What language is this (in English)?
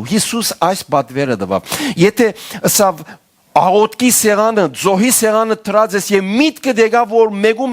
Western Armenian